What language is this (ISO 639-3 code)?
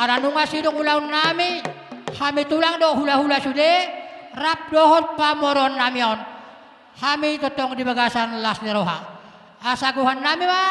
bbc